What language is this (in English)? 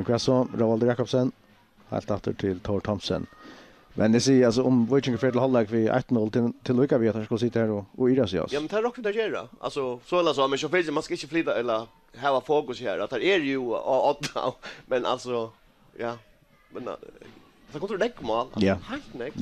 Faroese